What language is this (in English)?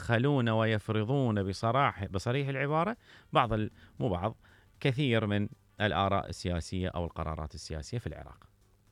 Mesopotamian Arabic